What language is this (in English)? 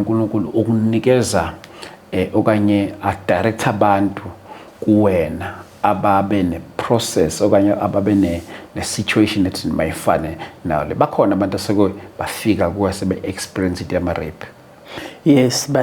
Zulu